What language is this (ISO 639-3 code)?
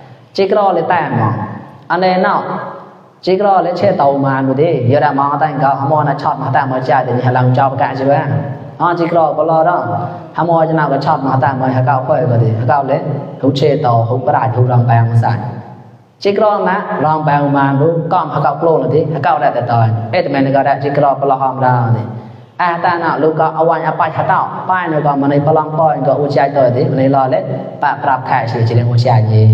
mnw